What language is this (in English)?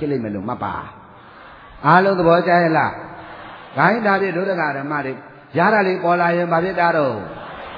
Burmese